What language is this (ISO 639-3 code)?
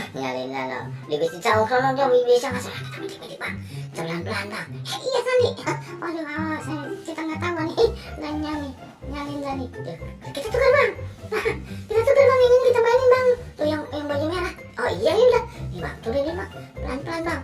bew